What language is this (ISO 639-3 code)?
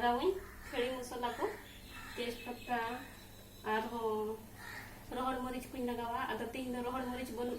sat